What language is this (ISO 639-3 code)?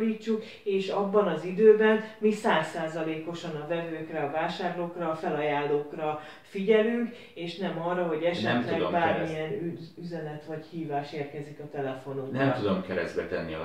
hun